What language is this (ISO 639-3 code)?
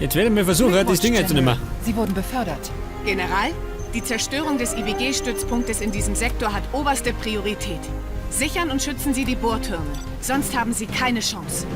bar